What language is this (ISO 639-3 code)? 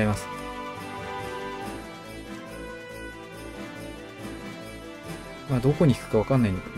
jpn